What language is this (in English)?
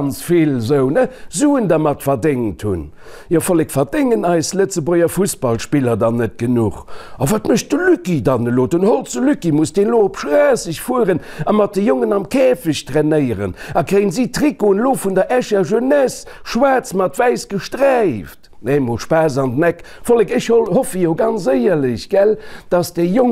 Luxembourgish